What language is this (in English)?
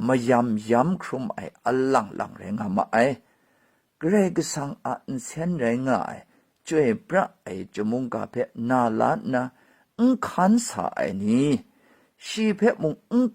Kachin